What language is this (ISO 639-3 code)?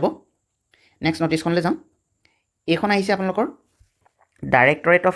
asm